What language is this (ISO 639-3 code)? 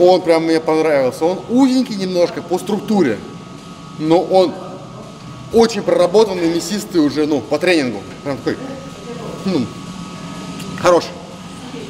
rus